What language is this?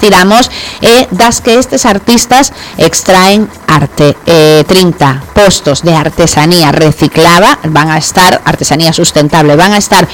Galician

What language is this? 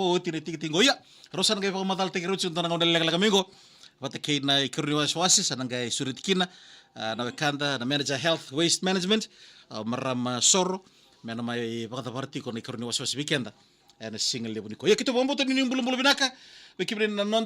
Fijian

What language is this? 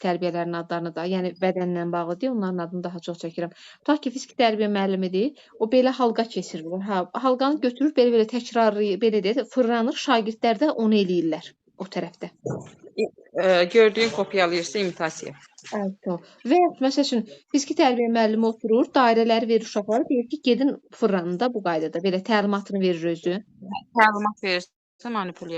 Azerbaijani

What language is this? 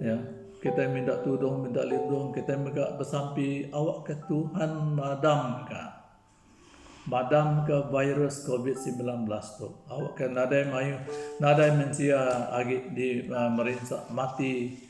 Iban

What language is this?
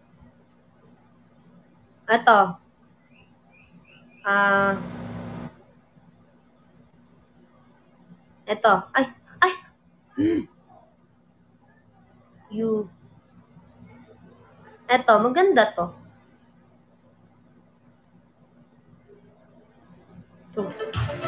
Filipino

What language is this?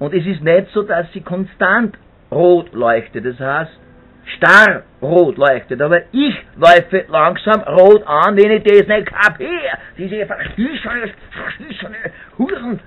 Bavarian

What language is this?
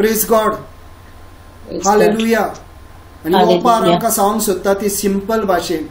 Konkani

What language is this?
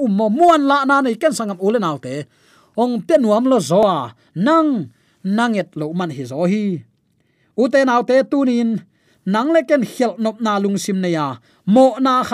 Tedim Chin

